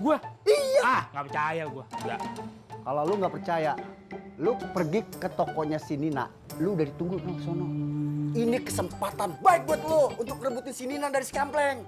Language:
Betawi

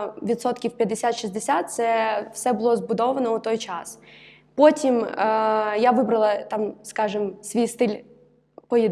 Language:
Ukrainian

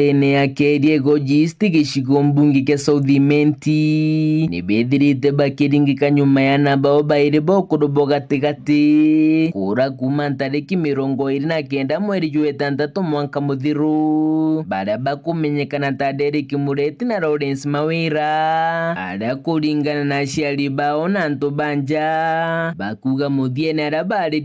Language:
Meru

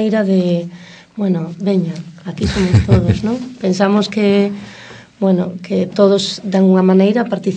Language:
Galician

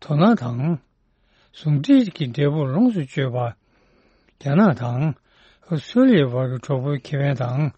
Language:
Tibetan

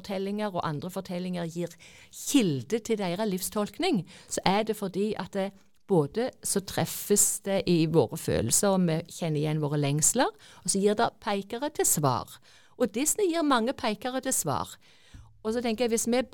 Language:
Norwegian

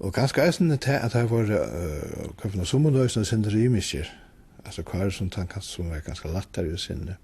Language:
Faroese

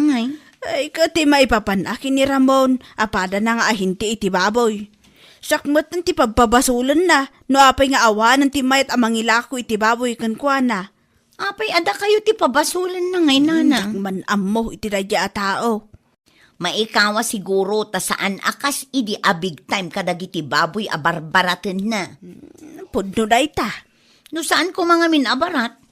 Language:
Iloko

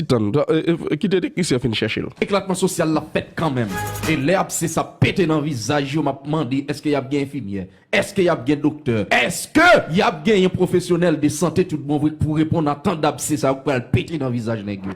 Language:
Haitian Creole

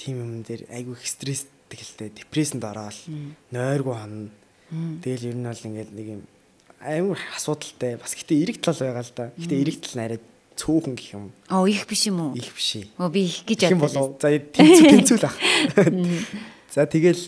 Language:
Mongolian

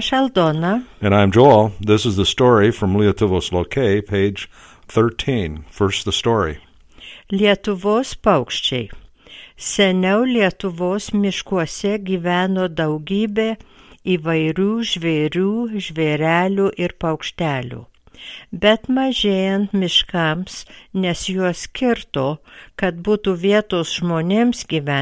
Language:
Lithuanian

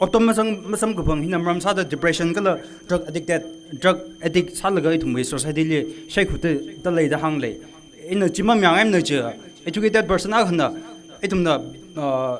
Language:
Tangkhul Naga (India)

